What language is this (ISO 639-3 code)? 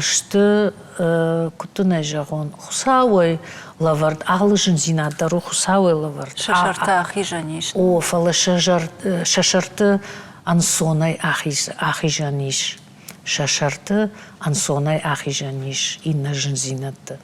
oss